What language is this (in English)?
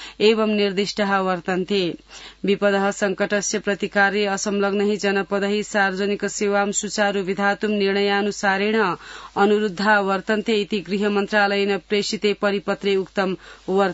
Sanskrit